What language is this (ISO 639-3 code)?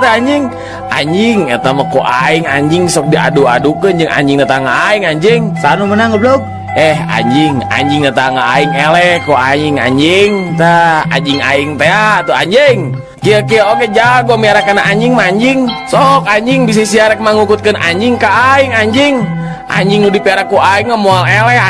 sun